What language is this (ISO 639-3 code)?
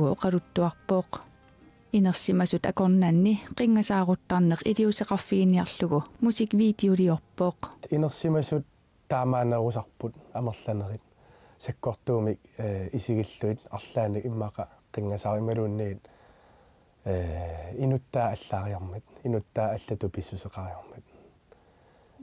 kal